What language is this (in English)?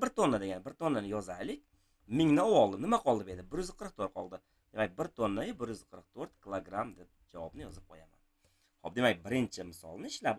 Uzbek